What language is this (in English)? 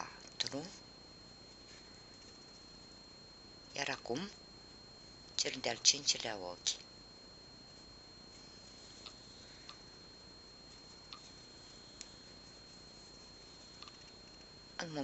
Romanian